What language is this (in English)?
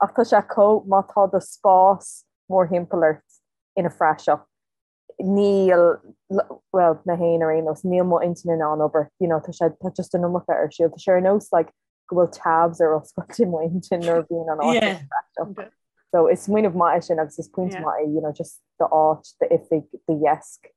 Irish